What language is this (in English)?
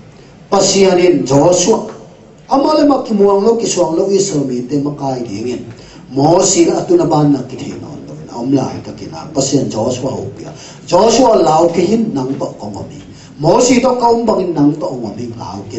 Tedim Chin